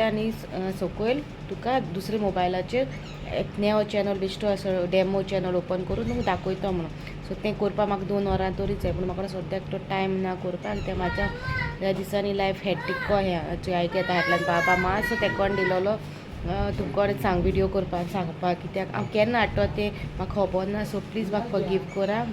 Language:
Konkani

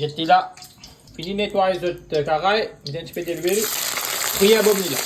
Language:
Morisyen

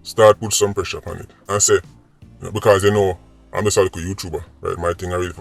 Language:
Jamaican Creole English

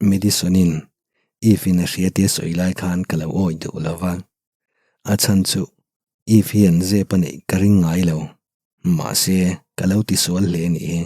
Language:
Mizo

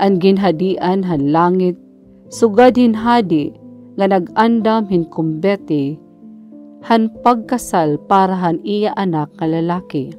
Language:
Waray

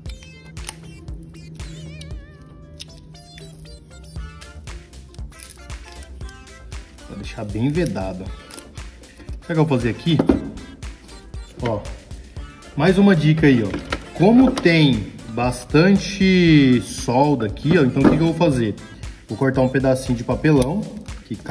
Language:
Portuguese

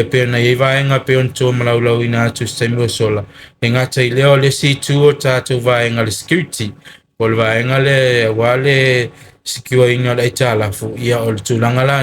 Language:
Samoan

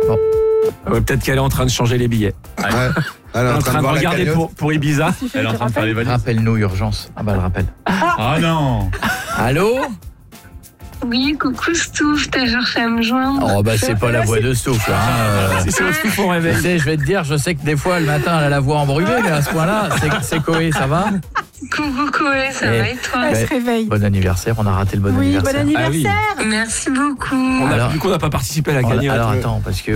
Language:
French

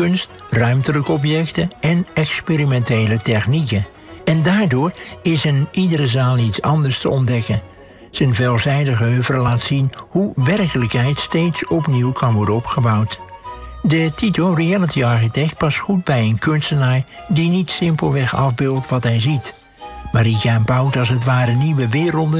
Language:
Dutch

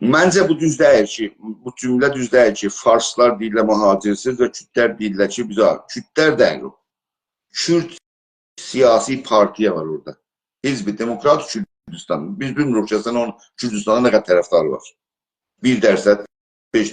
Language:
South Azerbaijani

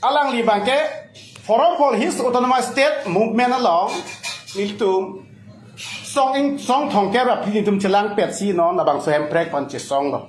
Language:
Karbi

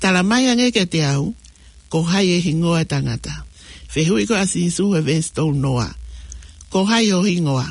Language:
Tongan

